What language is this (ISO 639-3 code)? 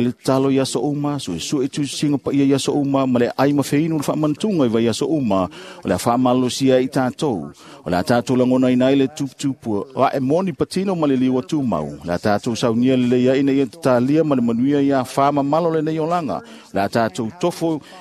smo